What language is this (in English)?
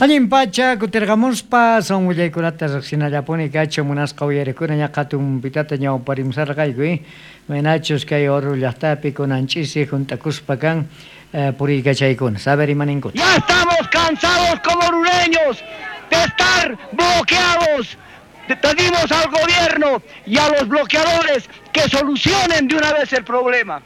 South Bolivian Quechua